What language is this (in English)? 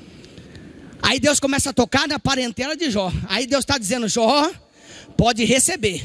Portuguese